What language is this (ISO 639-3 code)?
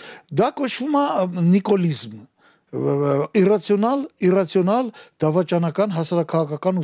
hye